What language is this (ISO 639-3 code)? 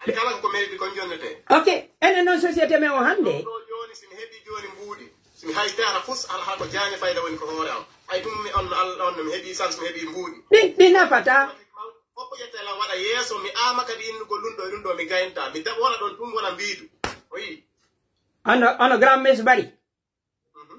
fuf